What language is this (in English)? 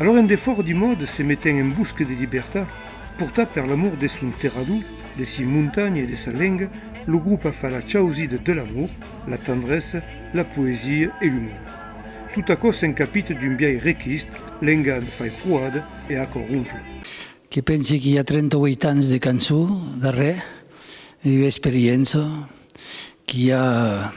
Occitan